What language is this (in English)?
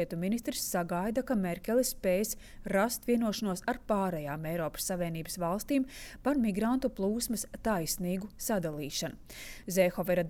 Latvian